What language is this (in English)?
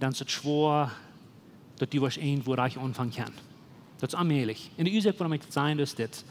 Plautdietsch